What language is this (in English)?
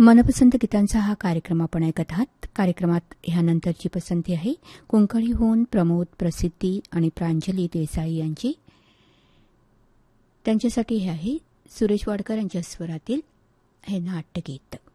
Marathi